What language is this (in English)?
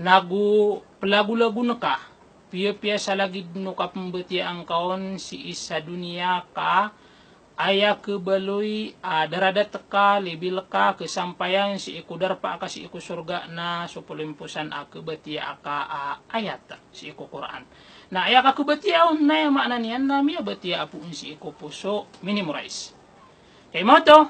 Maranao